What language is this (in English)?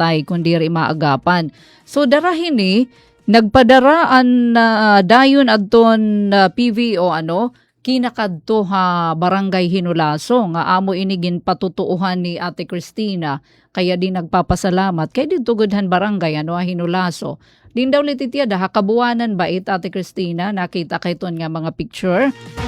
Waray